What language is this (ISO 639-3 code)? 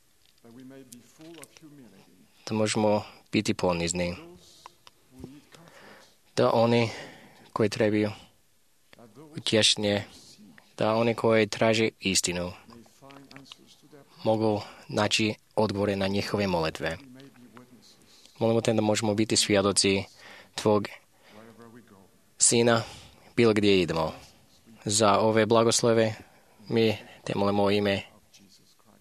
hrv